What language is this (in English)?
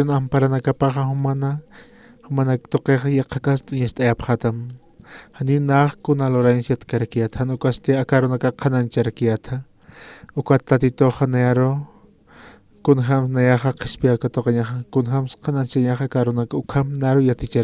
Aymara